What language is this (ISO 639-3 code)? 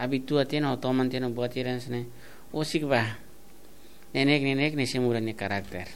tet